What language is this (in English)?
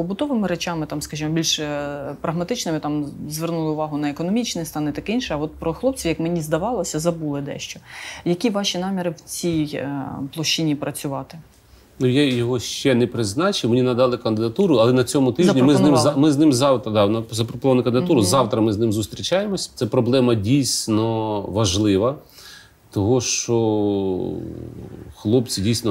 Ukrainian